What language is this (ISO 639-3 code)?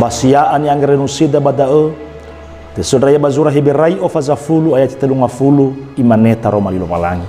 nia